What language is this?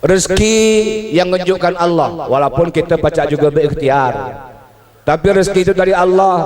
Musi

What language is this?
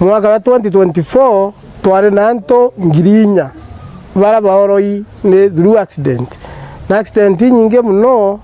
Meru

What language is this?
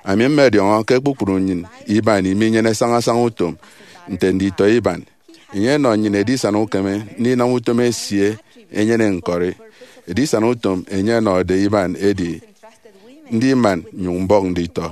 Efik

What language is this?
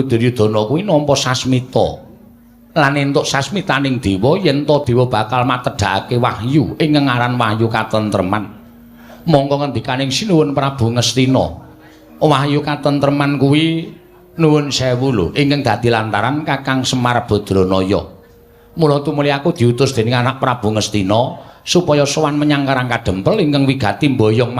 Javanese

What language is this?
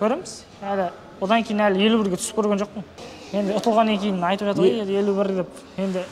Kazakh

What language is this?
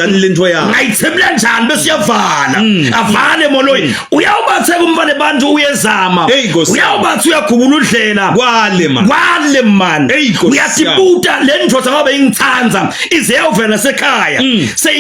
Zulu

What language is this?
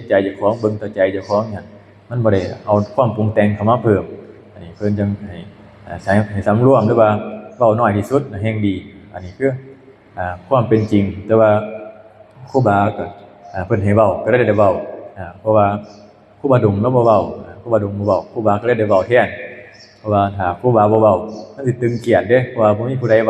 Lao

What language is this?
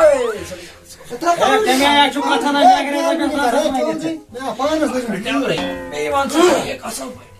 Kashmiri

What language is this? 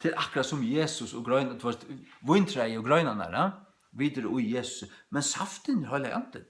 Faroese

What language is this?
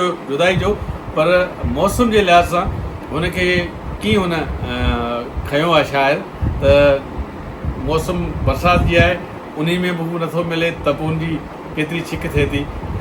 Sindhi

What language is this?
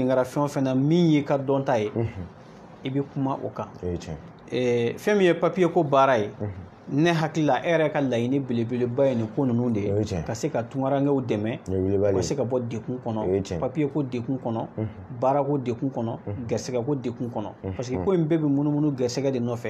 Bambara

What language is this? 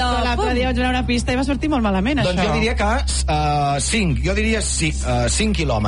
Catalan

